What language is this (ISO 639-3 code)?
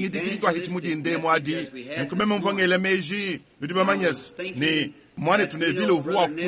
lua